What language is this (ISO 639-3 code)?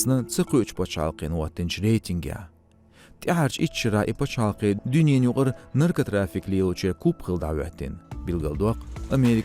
che